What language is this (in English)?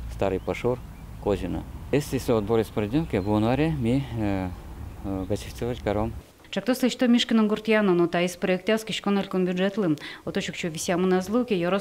Udmurt